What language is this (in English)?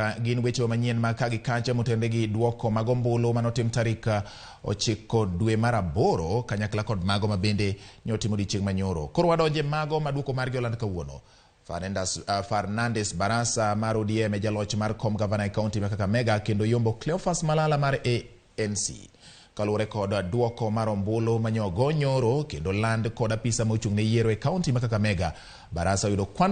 Luo (Kenya and Tanzania)